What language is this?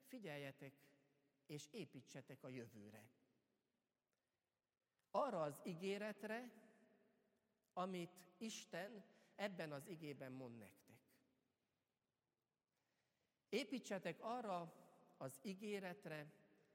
Hungarian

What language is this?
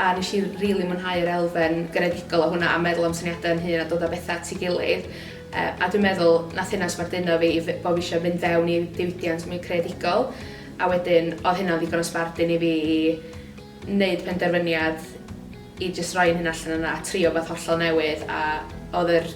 Welsh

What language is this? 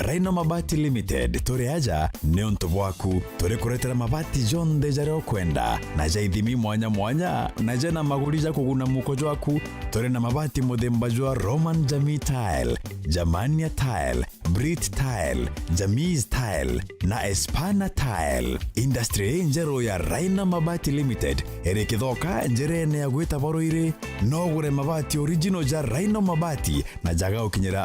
Meru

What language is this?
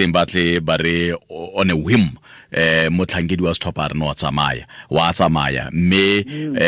Tswana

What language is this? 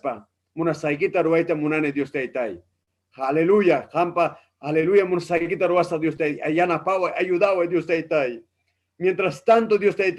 Ayacucho Quechua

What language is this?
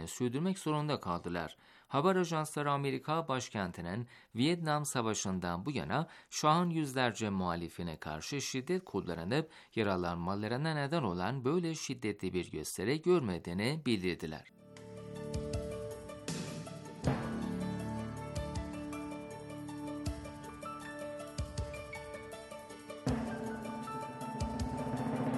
Turkish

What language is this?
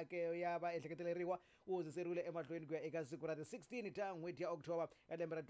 Tsonga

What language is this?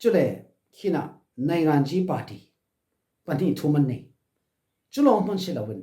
Falam Chin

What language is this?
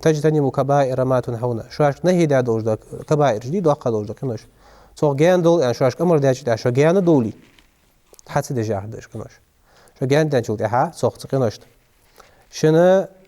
Ingush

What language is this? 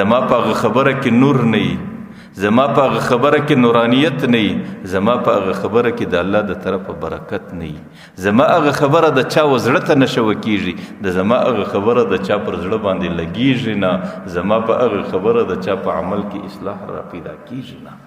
Pashto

